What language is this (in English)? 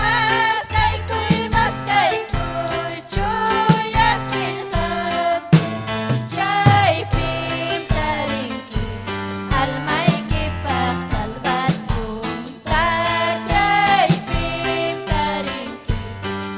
Ayacucho Quechua